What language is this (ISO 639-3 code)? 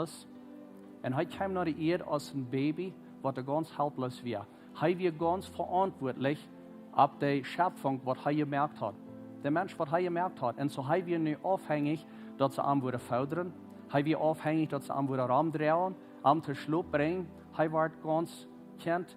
pdt